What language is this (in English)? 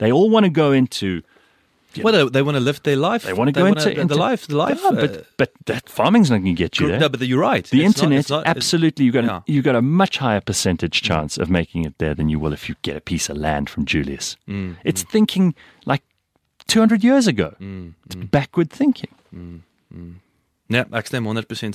Afrikaans